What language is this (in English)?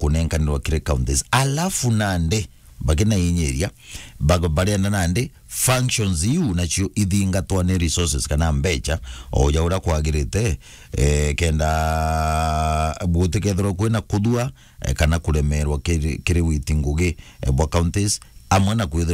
Meru